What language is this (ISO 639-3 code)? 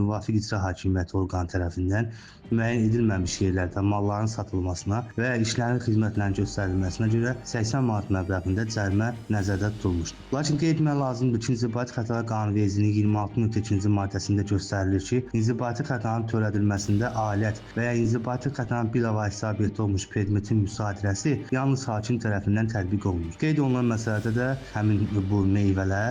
aze